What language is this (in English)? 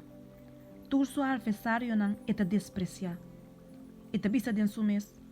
Papiamento